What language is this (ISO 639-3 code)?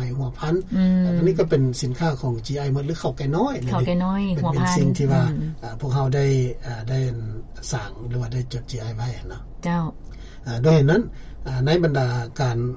lao